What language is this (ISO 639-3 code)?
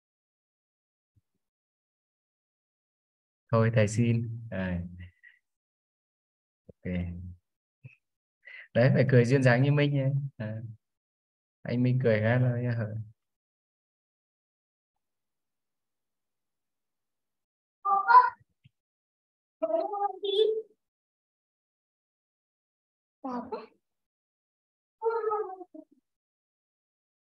vie